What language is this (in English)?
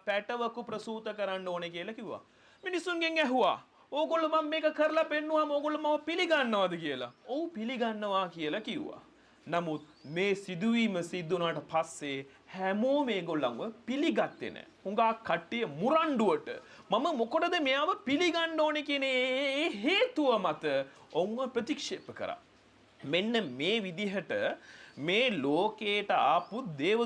Sinhala